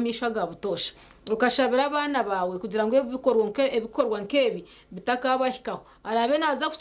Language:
Nyankole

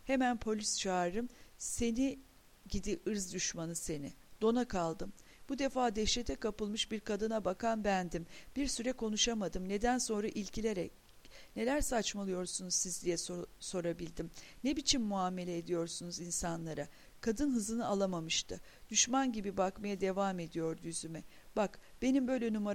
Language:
Turkish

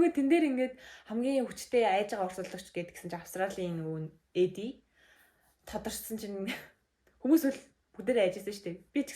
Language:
Mongolian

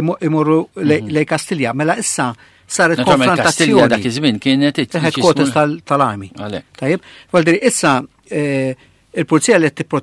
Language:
Maltese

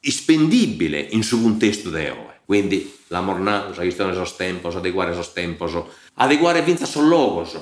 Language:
Sardinian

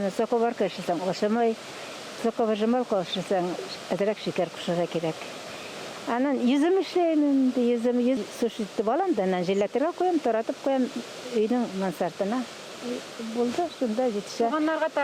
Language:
Bashkir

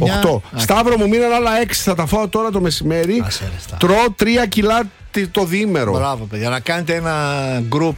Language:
Greek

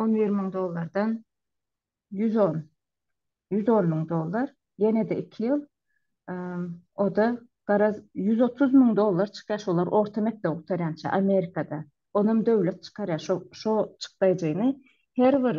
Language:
Turkmen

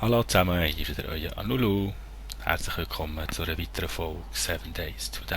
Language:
Swiss German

